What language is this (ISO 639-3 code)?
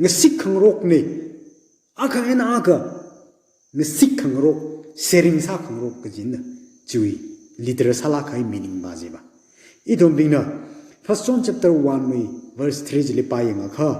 nmf